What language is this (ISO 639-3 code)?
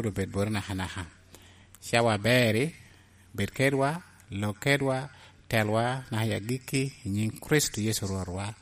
laj